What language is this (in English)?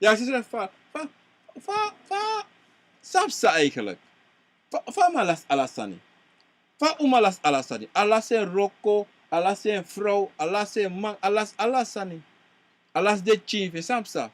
Sranan Tongo